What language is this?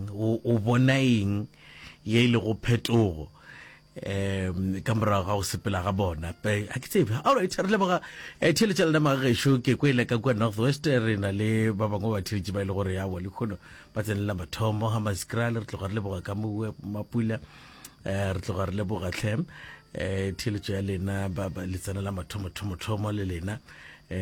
Northern Sotho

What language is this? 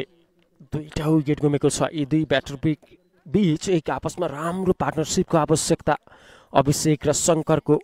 Nepali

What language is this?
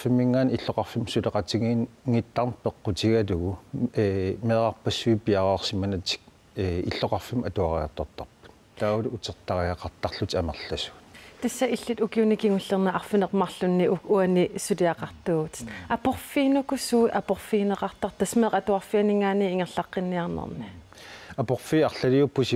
Kalaallisut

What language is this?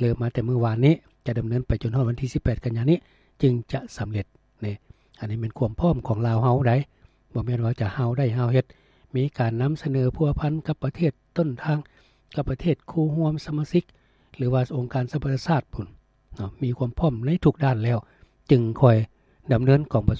Lao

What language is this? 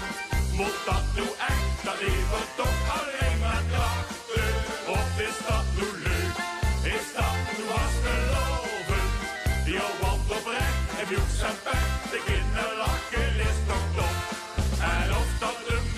Limburgish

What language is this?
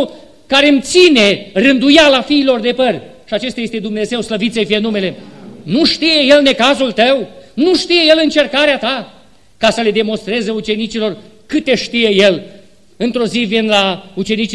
Romanian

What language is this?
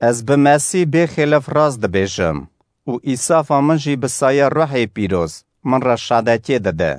Kurdish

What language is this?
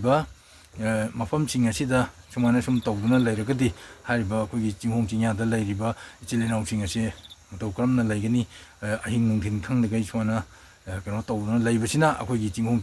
Manipuri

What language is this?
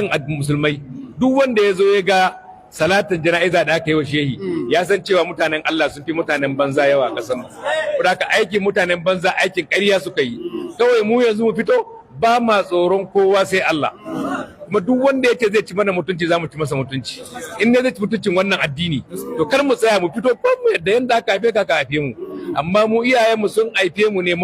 Hausa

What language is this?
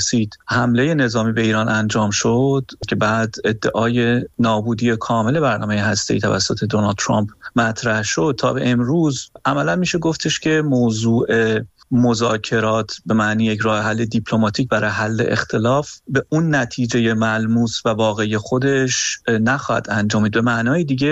Persian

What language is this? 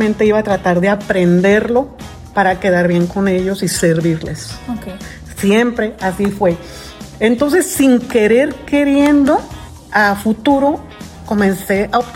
Spanish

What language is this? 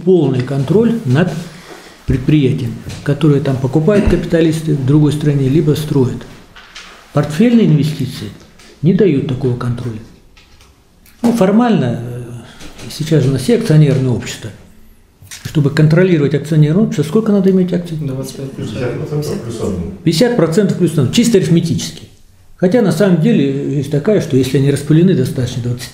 Russian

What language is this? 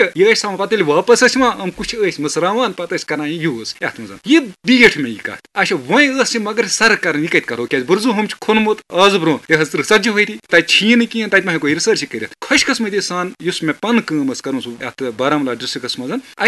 Kashmiri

